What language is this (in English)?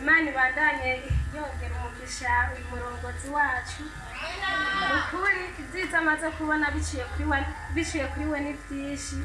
Rundi